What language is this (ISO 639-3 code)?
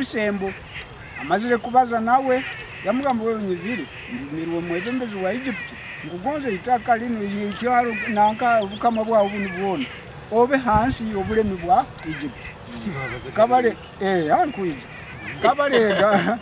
nyo